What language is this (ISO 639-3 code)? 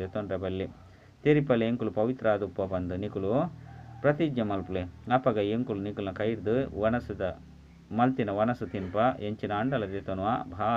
tcy